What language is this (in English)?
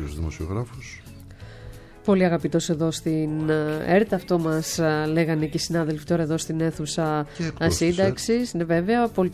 Greek